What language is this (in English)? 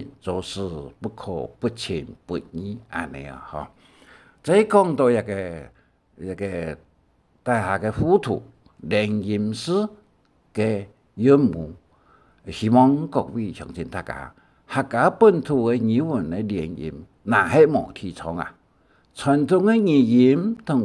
Hakka Chinese